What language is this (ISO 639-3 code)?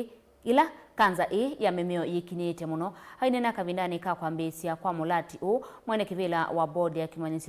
kam